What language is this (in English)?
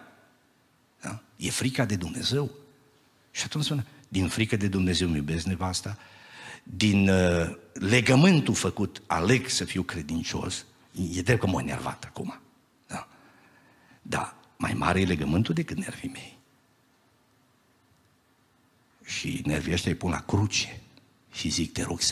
Romanian